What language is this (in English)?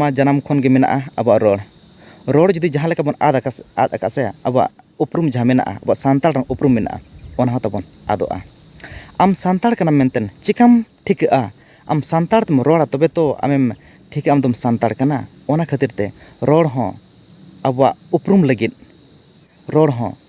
Santali